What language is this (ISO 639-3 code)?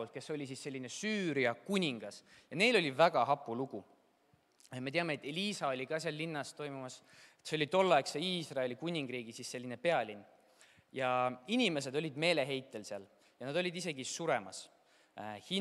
est